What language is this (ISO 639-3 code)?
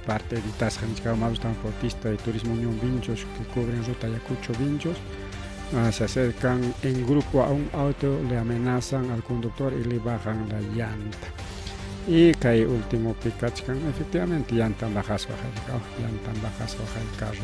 quy